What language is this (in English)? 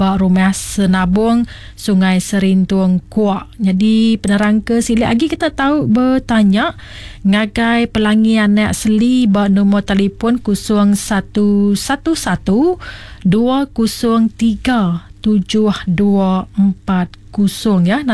Iban